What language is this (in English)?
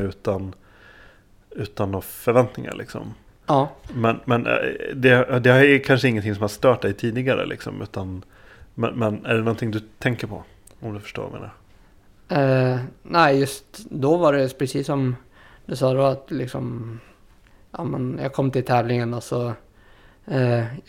Swedish